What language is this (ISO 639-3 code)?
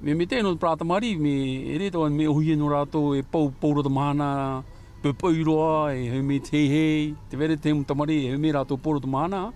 tah